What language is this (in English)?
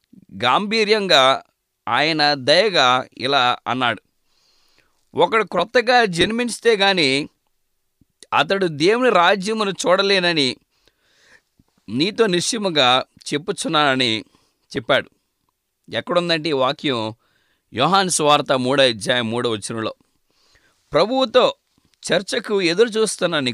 Telugu